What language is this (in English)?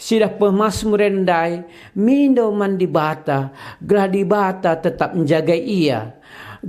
Batak Karo